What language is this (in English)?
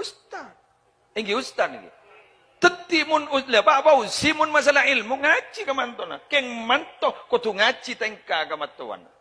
Madurese